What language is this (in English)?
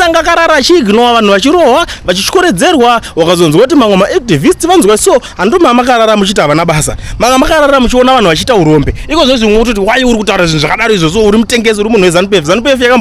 Shona